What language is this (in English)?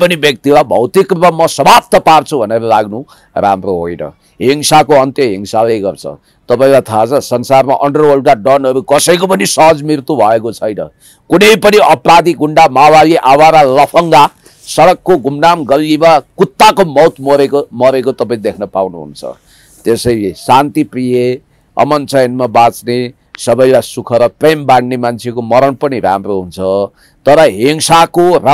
Nepali